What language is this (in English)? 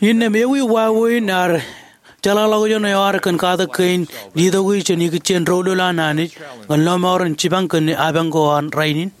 Marshallese